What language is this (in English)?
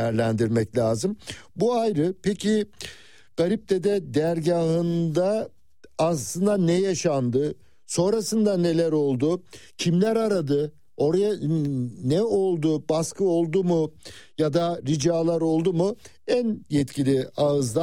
Turkish